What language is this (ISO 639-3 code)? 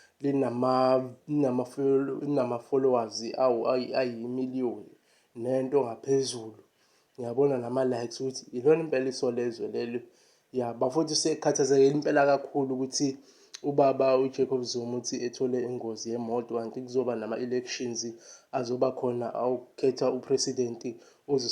zul